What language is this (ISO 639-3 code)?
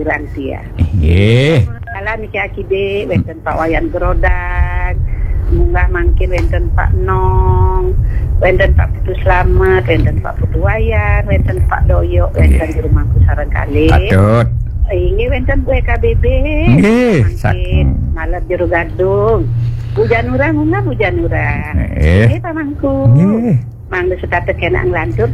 ban